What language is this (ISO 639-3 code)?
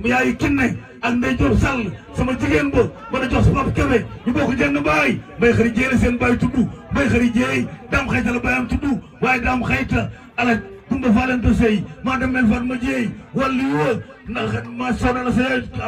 wol